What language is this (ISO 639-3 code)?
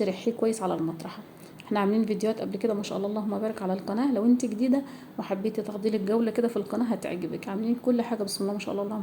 arz